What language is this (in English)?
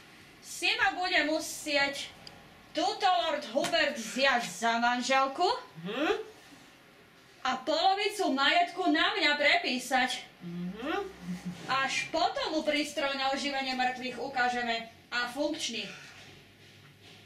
Slovak